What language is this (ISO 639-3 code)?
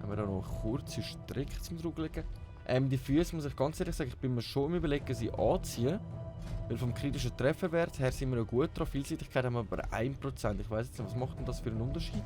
gsw